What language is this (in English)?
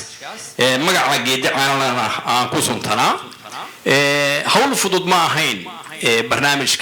Somali